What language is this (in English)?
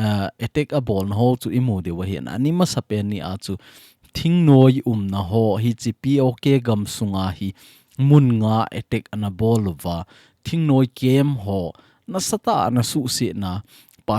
Thado Chin